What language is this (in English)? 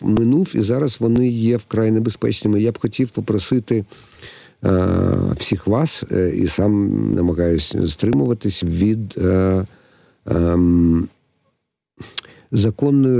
Ukrainian